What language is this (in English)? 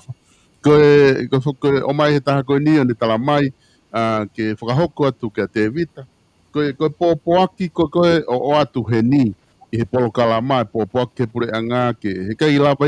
Tongan